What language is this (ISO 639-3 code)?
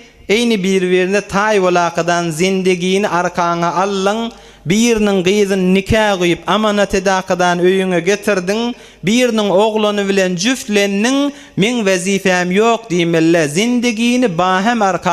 tuk